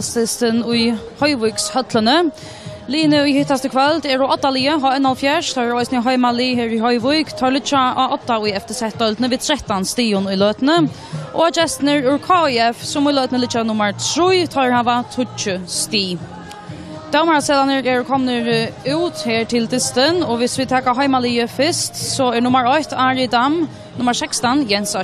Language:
Faroese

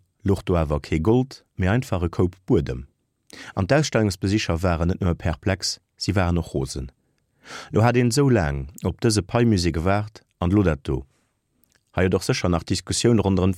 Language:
Luxembourgish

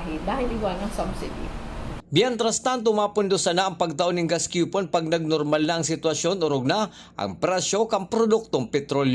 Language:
Bikol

